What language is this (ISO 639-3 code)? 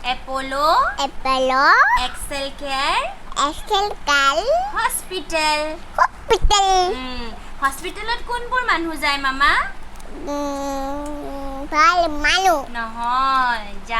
asm